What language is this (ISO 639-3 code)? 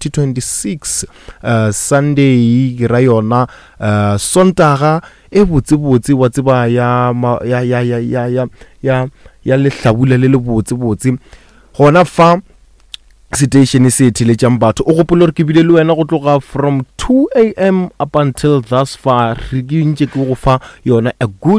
nso